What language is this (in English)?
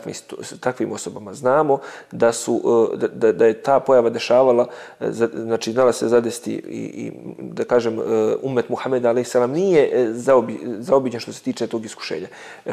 Bosnian